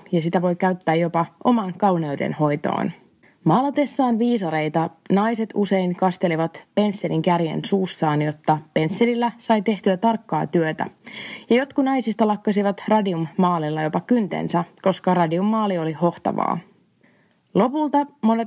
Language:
Finnish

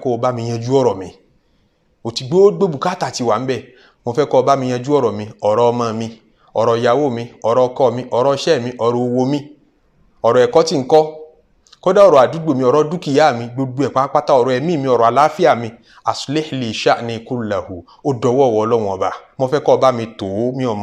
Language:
Yoruba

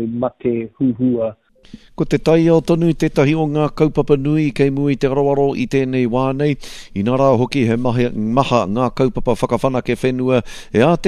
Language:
Māori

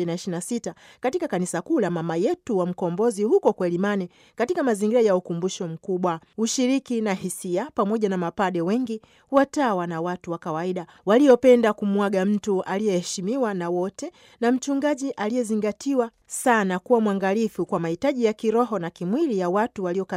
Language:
Swahili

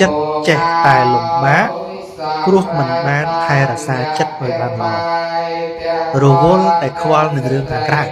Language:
Khmer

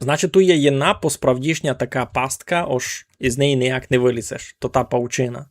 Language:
Rusyn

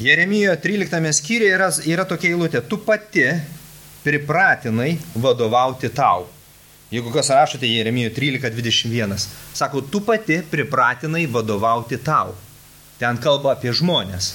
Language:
Lithuanian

